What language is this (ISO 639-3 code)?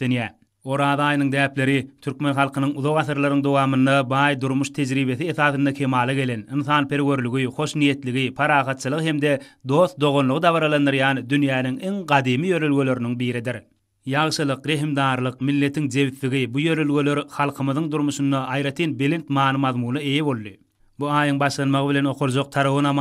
tuk